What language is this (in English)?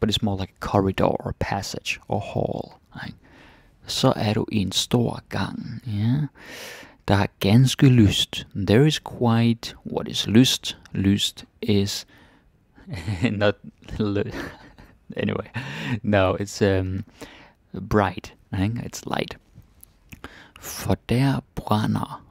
Danish